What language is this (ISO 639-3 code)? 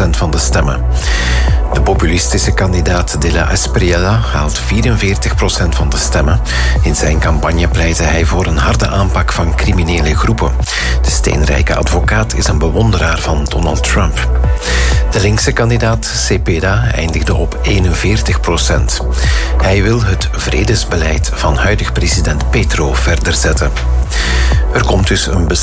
nld